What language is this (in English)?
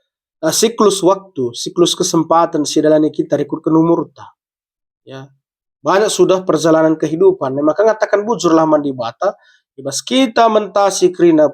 Batak Karo